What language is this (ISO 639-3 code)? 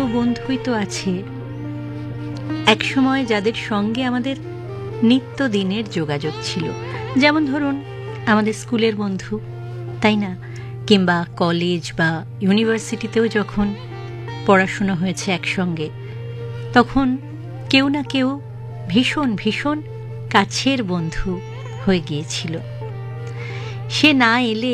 ben